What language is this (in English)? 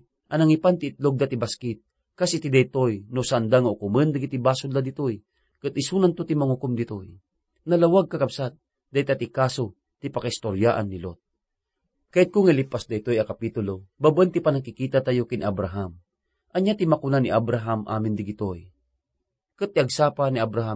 Iloko